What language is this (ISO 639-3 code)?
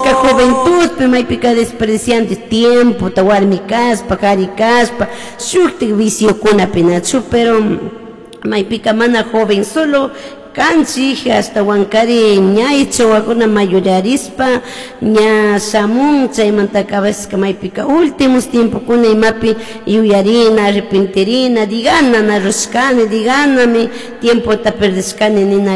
qug